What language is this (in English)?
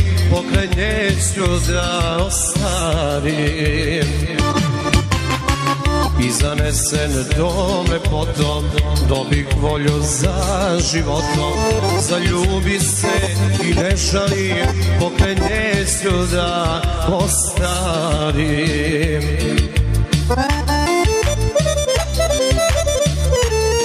Serbian